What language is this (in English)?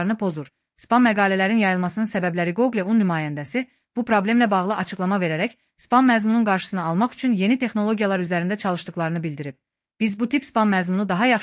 Azerbaijani